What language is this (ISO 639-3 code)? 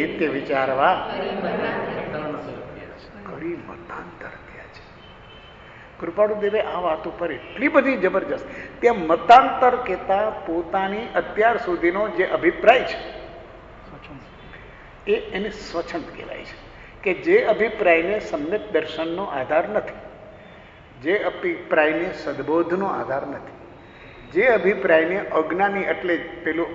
guj